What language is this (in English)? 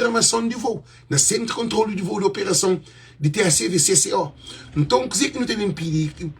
Kabuverdianu